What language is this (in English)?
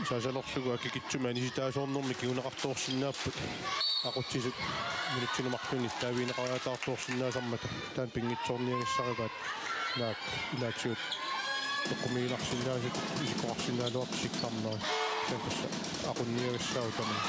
Kalaallisut